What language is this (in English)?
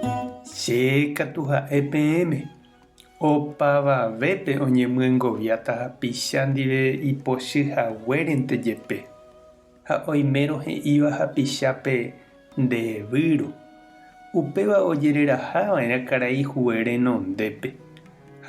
Guarani